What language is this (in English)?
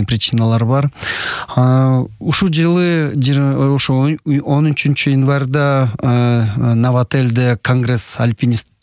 Kyrgyz